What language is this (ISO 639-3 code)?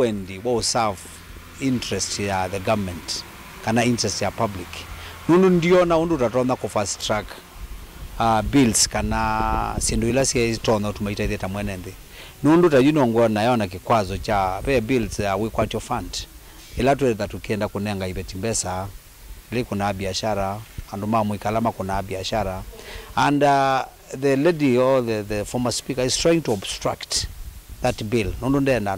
kam